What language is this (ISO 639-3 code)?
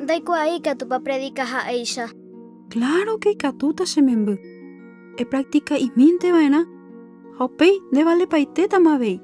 grn